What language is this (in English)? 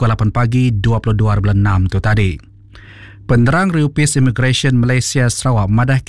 Iban